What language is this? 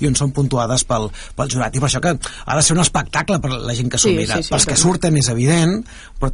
Catalan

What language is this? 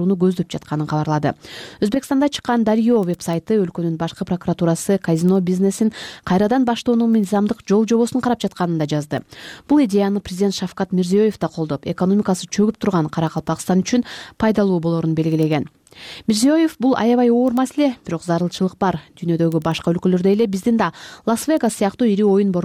Kyrgyz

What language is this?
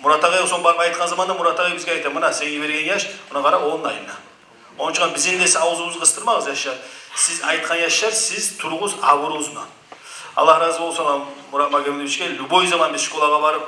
Kumyk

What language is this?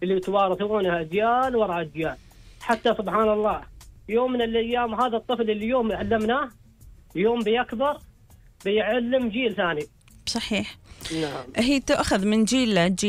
Gulf Arabic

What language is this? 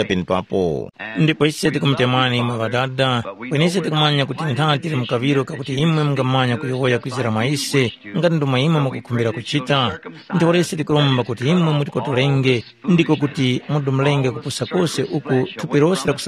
Tumbuka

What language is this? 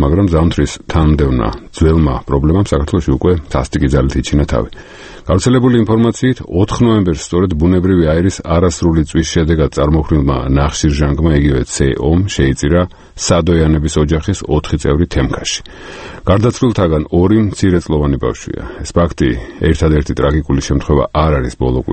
Georgian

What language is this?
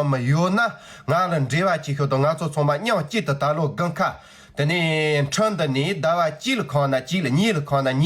Tibetan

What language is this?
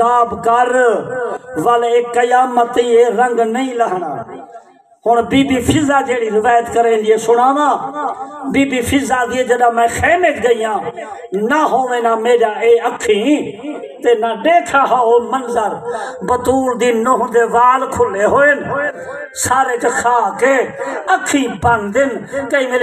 Saraiki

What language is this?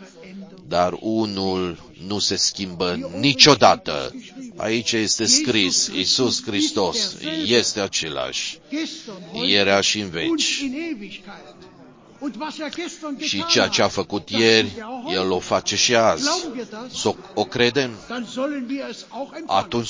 Romanian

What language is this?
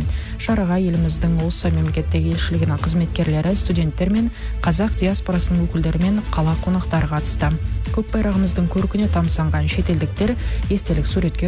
Kazakh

